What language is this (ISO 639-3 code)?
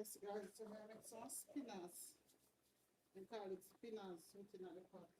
jam